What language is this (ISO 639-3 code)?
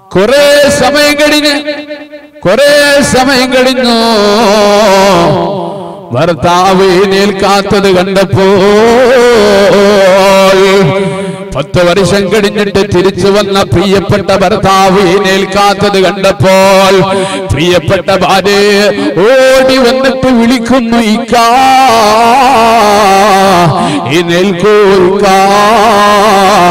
mal